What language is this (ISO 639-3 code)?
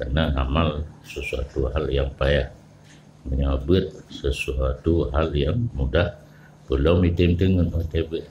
ace